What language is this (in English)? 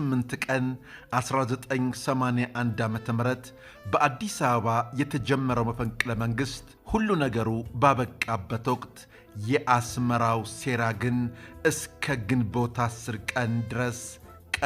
Amharic